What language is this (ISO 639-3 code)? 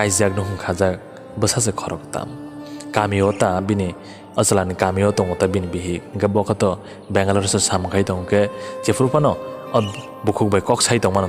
trp